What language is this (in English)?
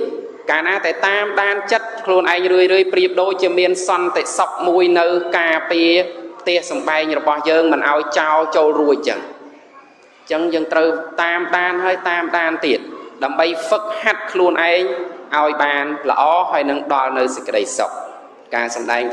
Khmer